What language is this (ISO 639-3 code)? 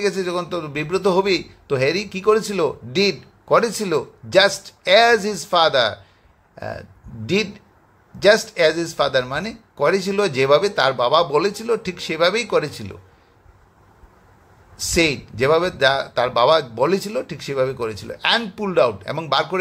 ben